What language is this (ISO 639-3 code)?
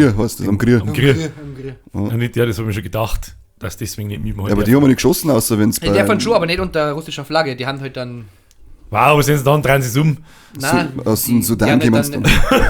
bar